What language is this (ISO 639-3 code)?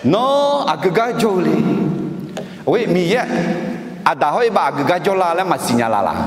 ahk